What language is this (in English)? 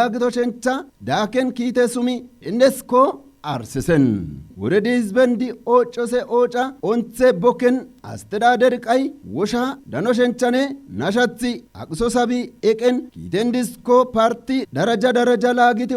Kafa